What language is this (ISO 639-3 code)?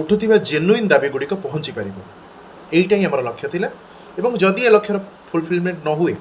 ori